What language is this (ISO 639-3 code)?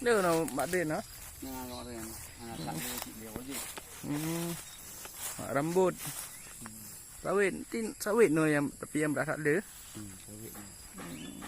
ace